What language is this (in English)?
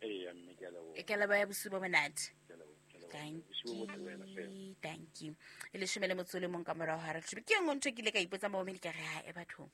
Southern Sotho